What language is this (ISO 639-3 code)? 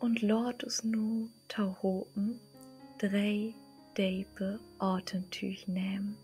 nds